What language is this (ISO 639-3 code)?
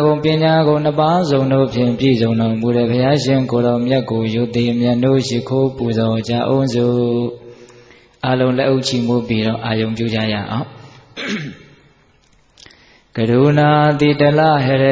mya